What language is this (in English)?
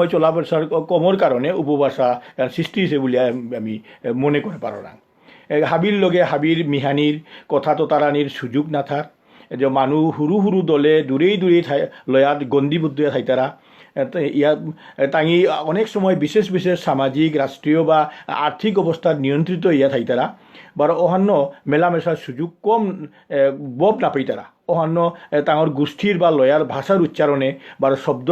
Bishnupriya